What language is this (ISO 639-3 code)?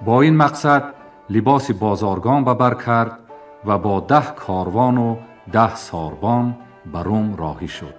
tgk